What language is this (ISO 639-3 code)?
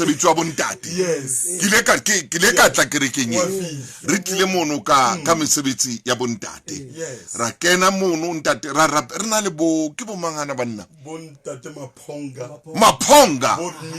sot